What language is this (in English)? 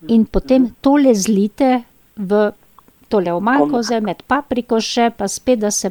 Slovenian